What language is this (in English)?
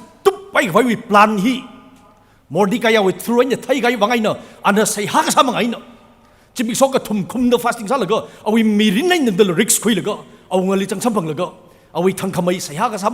Tangkhul Naga (India)